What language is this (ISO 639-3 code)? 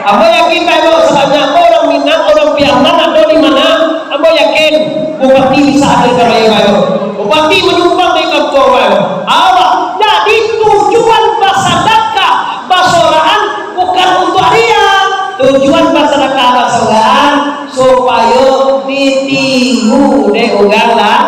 min